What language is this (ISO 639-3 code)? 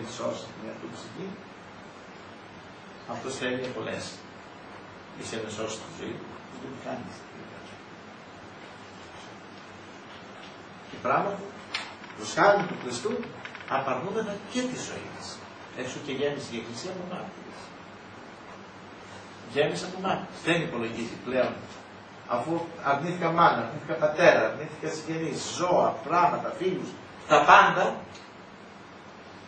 ell